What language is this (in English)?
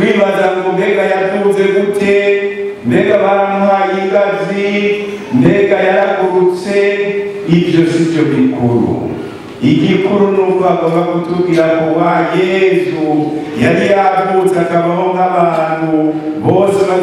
Rundi